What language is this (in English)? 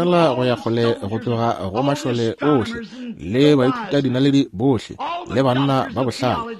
Northern Sotho